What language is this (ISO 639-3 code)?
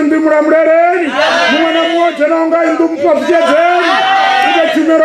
ven